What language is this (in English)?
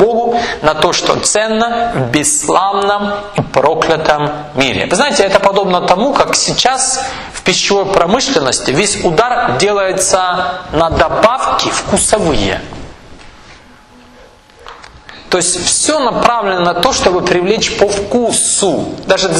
Russian